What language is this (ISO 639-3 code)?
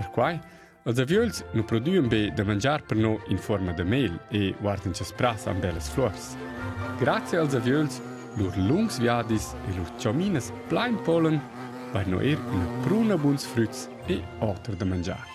roh